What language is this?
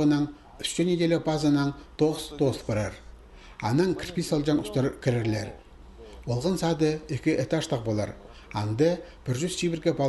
Khakas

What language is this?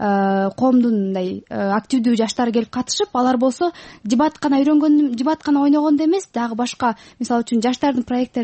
Kyrgyz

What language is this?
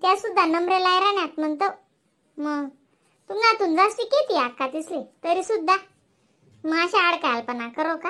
Khandesi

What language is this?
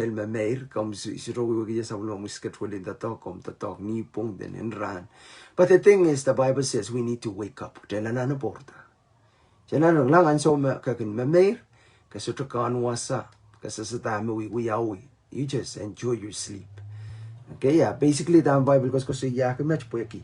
Pohnpeian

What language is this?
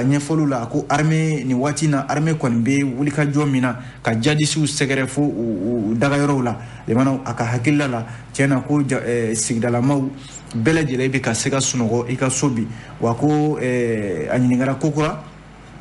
Bambara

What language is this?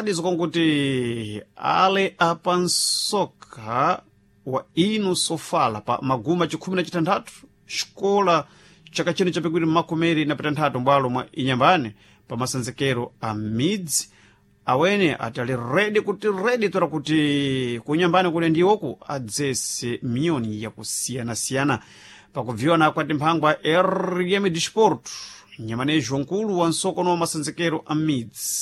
Sena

